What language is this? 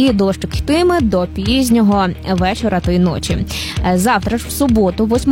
Ukrainian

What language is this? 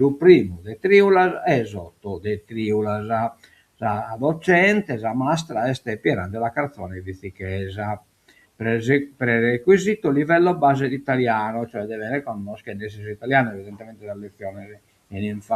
Sardinian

